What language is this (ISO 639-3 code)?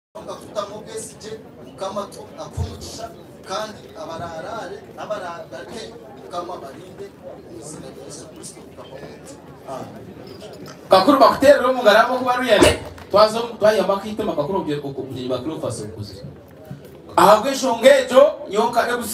nyn